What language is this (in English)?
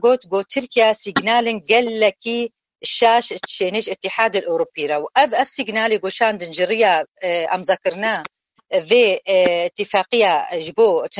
Kurdish